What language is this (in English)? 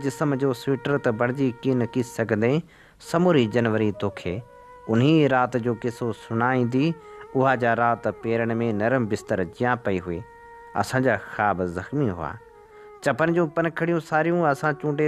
Sindhi